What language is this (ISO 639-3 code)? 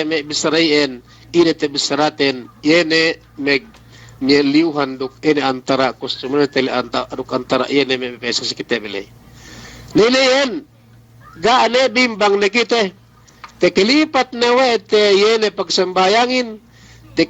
yka